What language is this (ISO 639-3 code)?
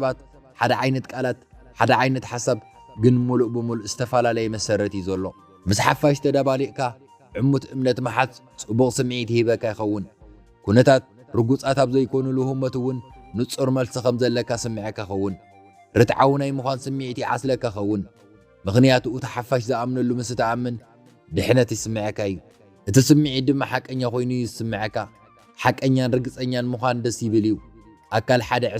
tir